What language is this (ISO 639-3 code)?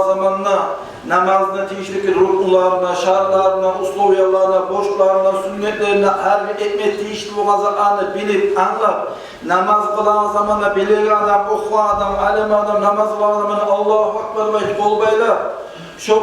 kum